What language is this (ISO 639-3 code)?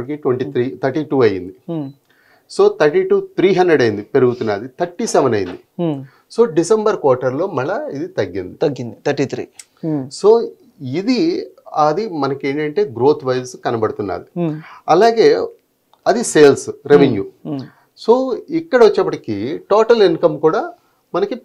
tel